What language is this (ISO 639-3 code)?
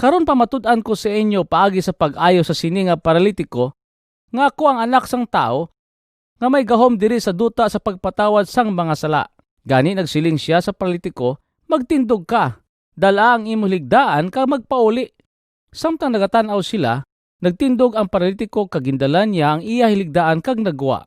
hil